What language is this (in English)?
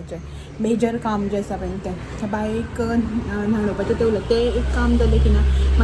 Konkani